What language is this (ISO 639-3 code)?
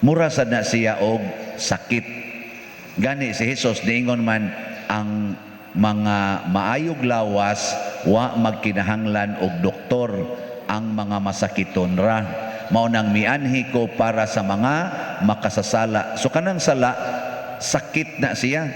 ceb